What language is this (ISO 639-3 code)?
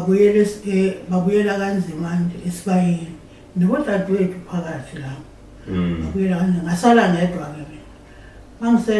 zul